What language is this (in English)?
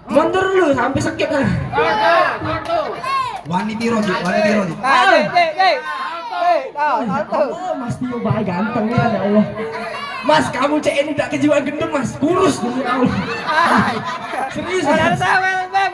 Musi